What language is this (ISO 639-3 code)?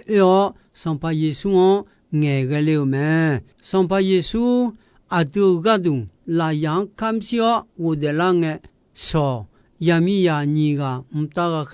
ahk